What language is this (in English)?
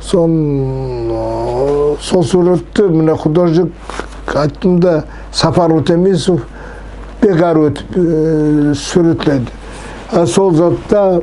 Nogai